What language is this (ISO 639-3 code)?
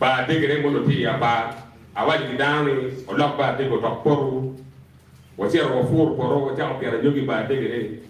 ach